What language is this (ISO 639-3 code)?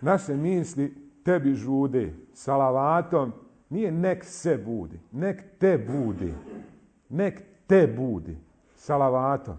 bos